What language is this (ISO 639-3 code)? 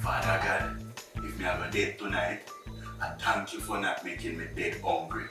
jam